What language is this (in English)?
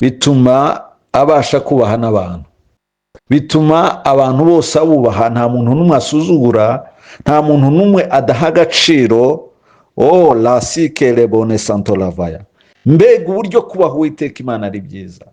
Kinyarwanda